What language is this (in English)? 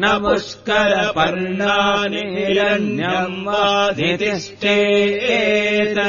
Sanskrit